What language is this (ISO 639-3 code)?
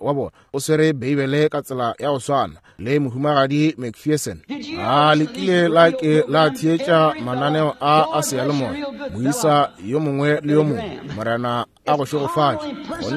nso